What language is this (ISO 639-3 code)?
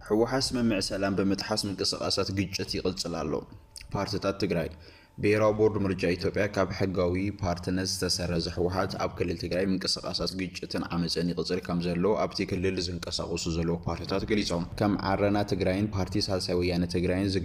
tir